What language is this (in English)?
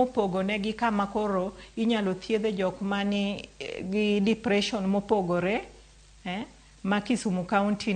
Luo (Kenya and Tanzania)